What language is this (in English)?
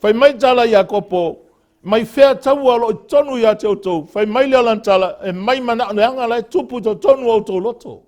Samoan